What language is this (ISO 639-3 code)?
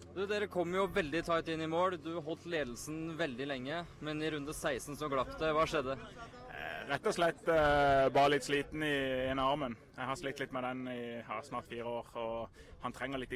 nor